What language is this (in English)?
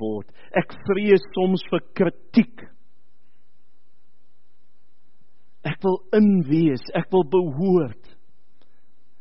Afrikaans